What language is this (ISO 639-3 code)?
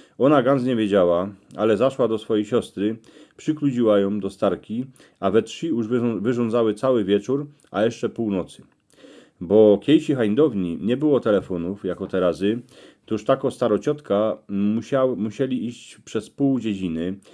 szl